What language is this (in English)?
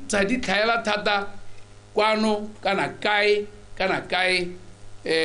Tswana